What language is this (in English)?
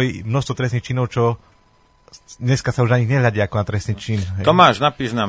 Slovak